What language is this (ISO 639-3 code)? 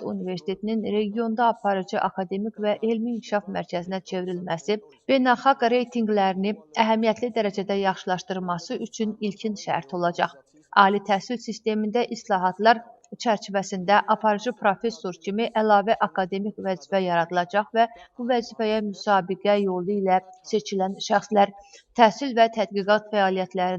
aze